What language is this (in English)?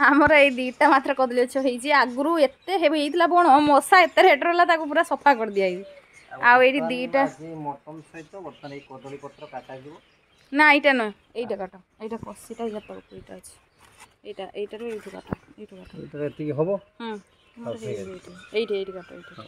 Odia